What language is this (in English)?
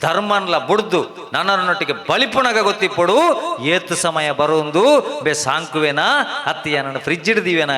Tulu